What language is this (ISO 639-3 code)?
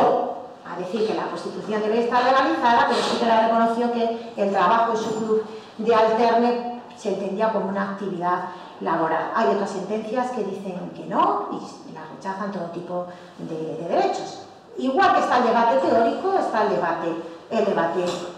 spa